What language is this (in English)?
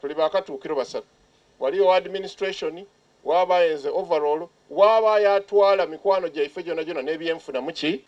Soga